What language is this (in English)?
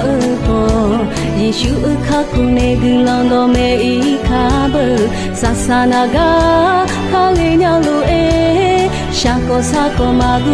Akha